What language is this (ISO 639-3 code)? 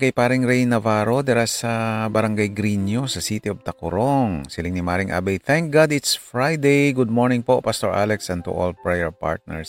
hil